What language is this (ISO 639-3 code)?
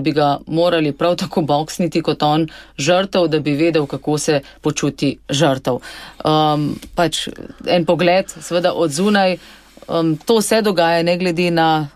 slv